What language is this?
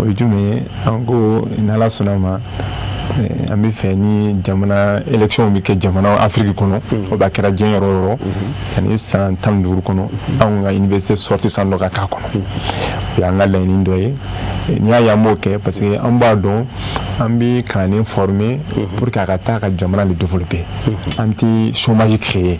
Bambara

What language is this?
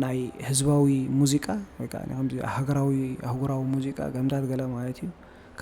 Tigrinya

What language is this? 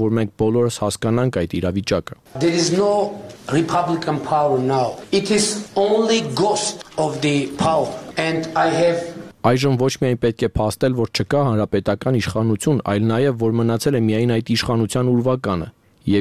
Armenian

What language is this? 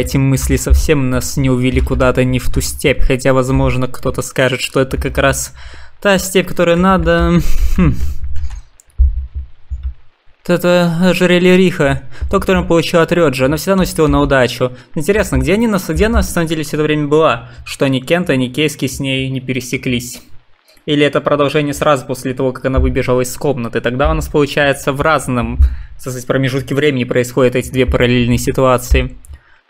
Russian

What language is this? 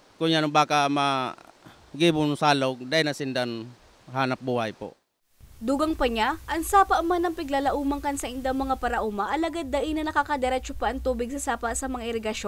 Bikol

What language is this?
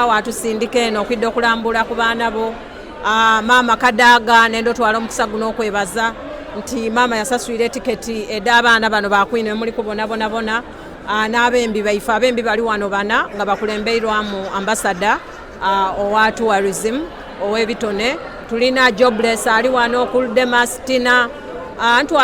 Soga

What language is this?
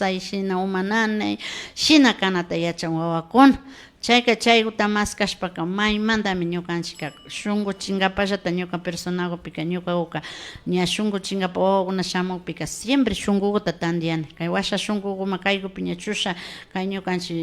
Imbabura Highland Quichua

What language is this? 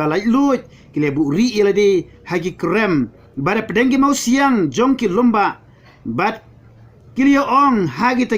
Khasi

